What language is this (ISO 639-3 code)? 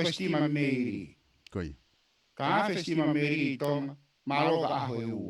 ton